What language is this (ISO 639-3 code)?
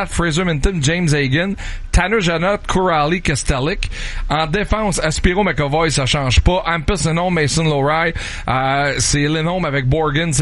fra